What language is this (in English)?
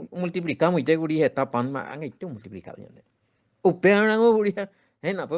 Guarani